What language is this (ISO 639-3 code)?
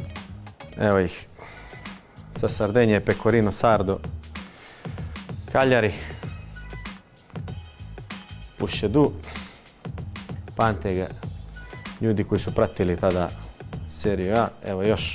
hrv